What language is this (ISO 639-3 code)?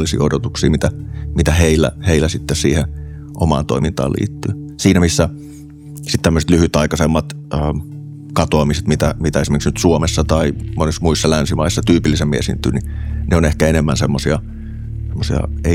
fin